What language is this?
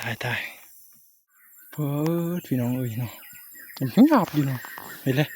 Northeastern Thai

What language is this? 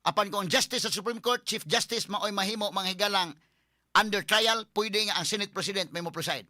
Cebuano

